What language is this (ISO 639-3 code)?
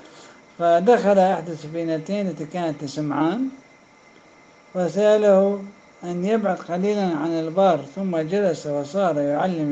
ara